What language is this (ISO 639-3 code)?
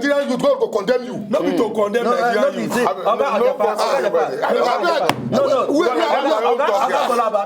pcm